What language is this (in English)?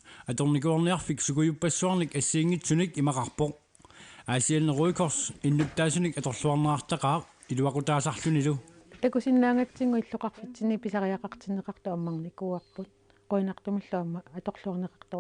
Kalaallisut